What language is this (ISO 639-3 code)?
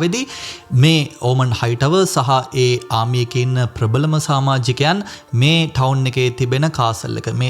sin